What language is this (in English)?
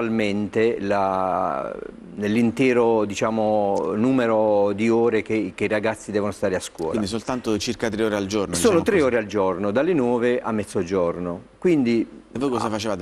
Italian